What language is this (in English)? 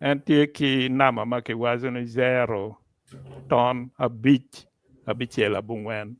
Acoli